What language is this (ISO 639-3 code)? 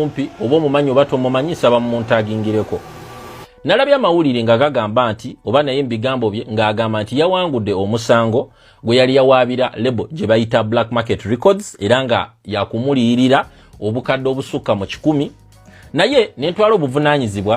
lug